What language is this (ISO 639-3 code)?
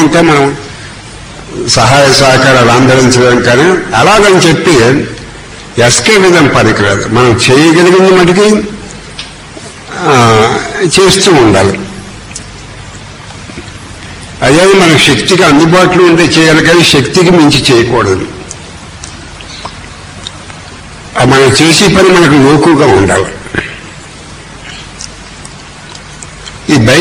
tel